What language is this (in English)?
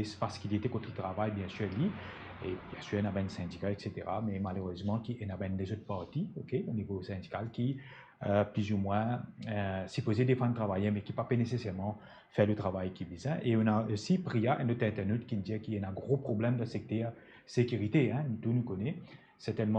Morisyen